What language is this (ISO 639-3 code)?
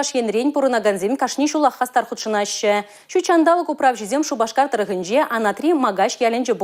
chv